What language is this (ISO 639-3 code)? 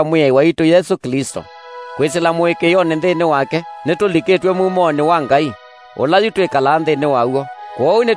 kam